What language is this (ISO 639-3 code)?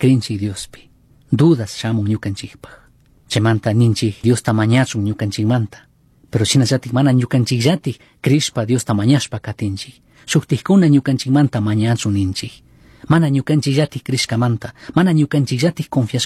qug